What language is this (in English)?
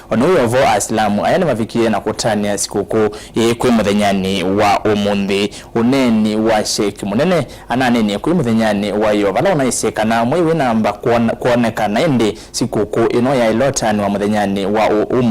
Kamba